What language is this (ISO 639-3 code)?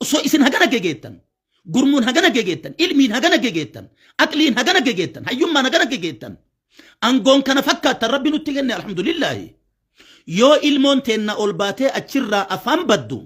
orm